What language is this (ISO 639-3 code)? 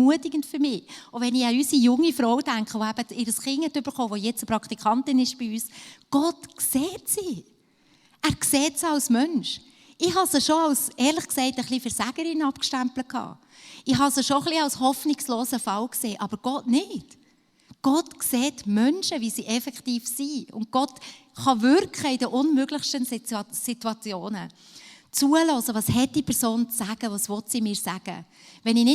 gsw